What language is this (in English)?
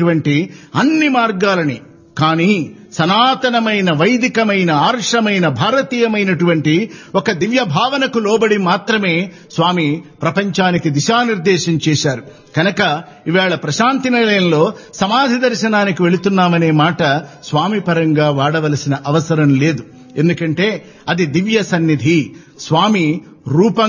Telugu